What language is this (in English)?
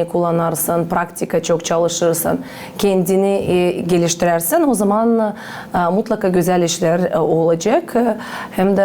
Gagauz